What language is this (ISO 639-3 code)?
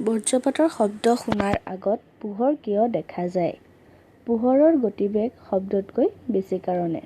asm